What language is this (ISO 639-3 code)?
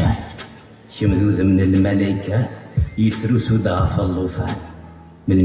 kab